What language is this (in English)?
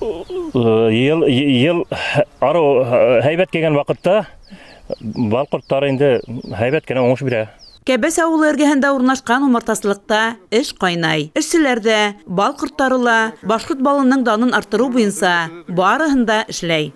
Bashkir